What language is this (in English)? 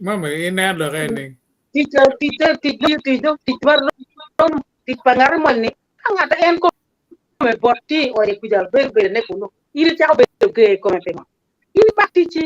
Acoli